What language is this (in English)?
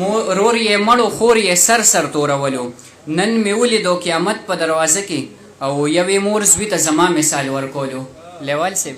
Pashto